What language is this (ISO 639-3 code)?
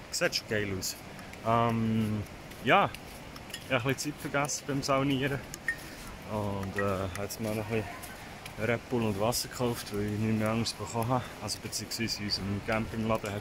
gsw